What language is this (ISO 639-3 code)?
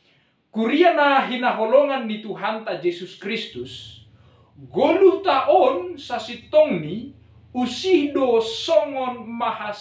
bts